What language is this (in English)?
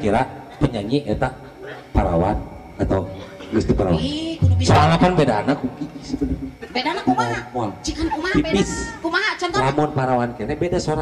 Sundanese